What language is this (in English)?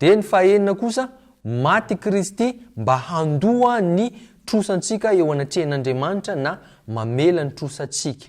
Malagasy